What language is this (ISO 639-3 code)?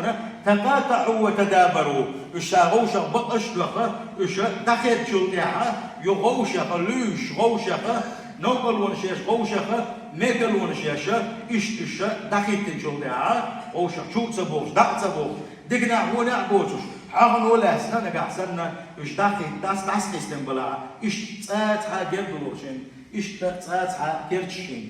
che